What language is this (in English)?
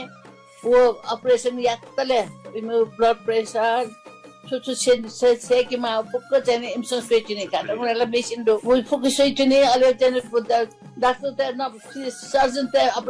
Newari